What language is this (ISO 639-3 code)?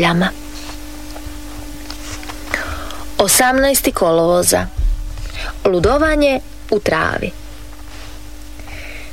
hrv